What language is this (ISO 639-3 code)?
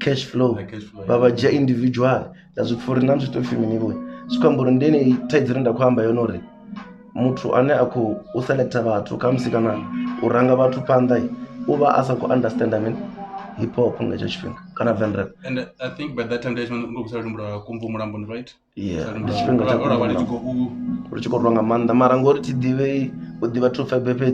ven